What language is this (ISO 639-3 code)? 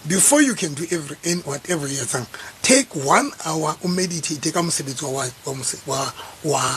sot